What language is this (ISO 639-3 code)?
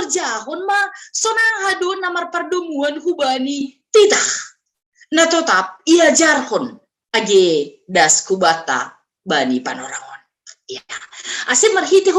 bts